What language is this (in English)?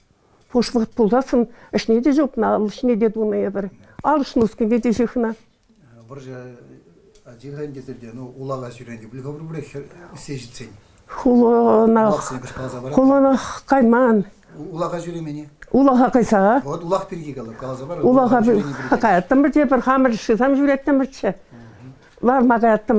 Chuvash